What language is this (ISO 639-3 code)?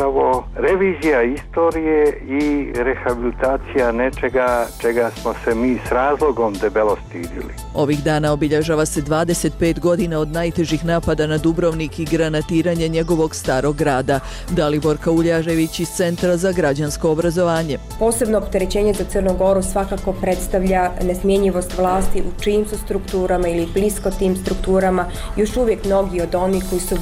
hrv